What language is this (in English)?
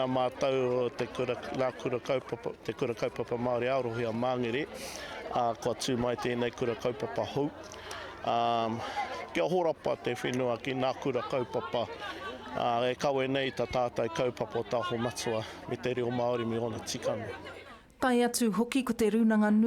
Māori